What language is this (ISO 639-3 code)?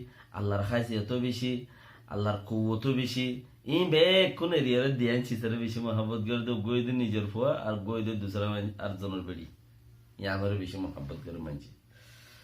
rhg